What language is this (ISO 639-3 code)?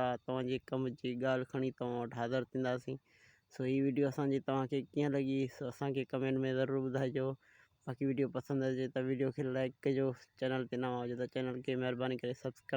snd